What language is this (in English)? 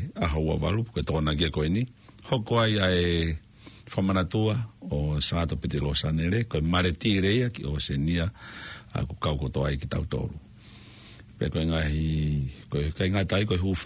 Tongan